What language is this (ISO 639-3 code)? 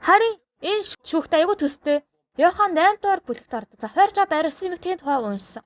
mon